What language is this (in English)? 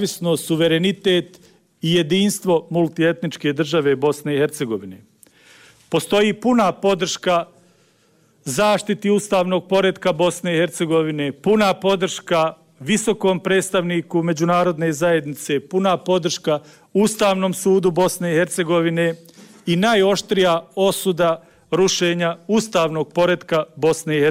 Bosnian